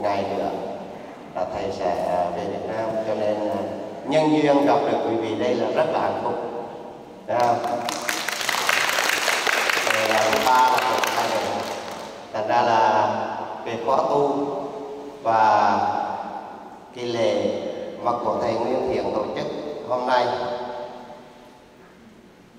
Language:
Vietnamese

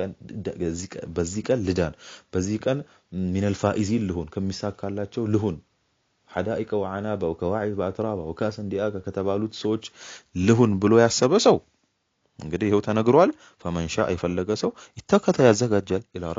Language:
Amharic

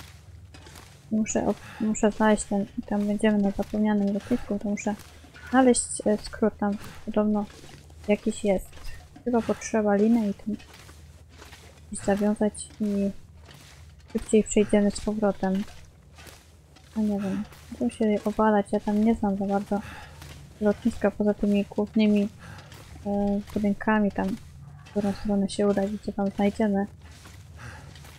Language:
Polish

